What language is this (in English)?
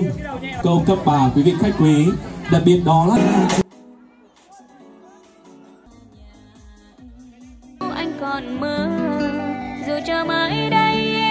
Vietnamese